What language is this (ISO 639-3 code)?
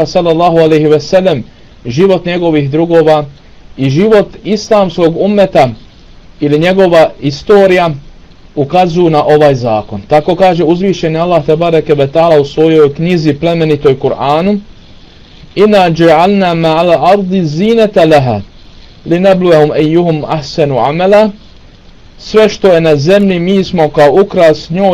bos